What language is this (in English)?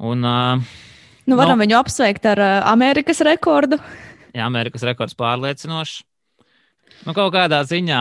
Latvian